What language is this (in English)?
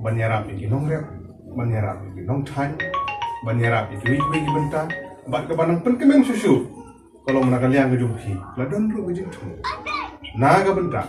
Khasi